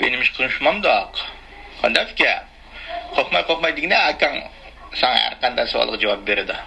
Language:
Uyghur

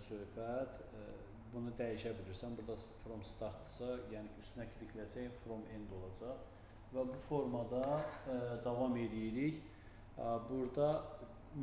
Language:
Azerbaijani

